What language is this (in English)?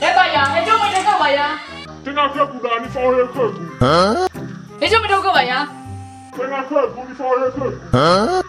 Nias